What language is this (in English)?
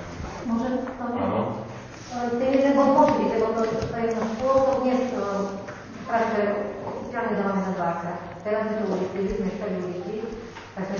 Slovak